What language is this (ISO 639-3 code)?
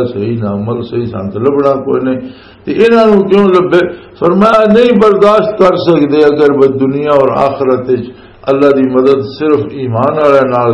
lah